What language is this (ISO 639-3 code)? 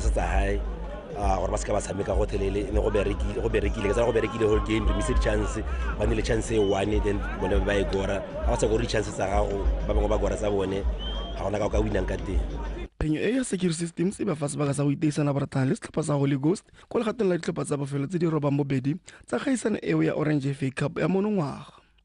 tsn